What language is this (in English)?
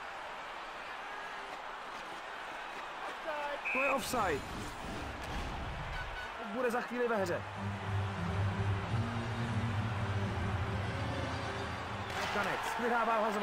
Czech